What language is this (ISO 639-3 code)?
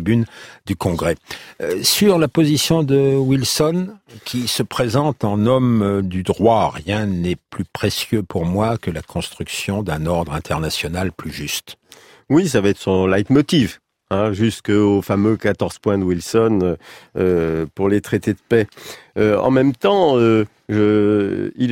fra